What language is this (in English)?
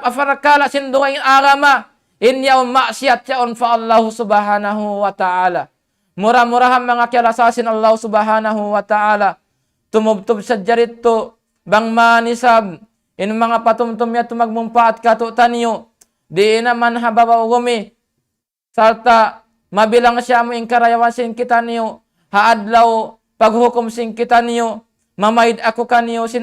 Tausug